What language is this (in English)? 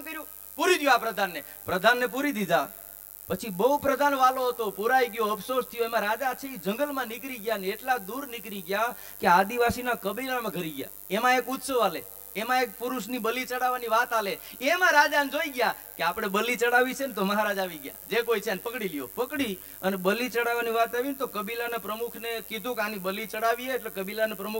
Gujarati